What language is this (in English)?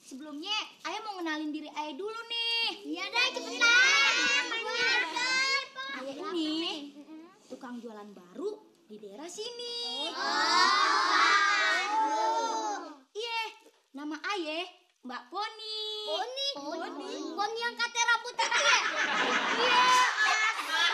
Betawi